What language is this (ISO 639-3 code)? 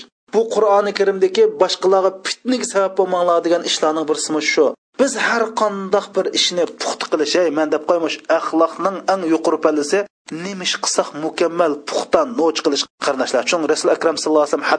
uig